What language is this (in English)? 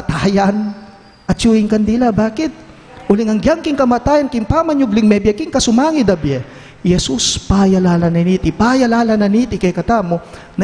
Pampanga